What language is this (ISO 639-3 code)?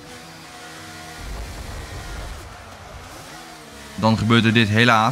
nld